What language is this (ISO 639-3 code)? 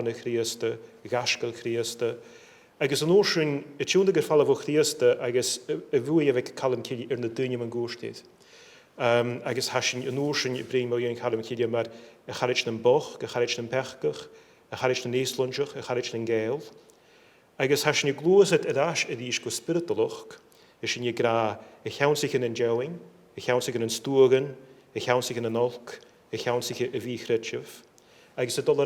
gla